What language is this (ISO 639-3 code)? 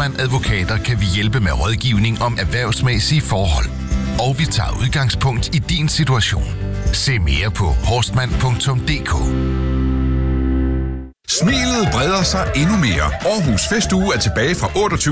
dan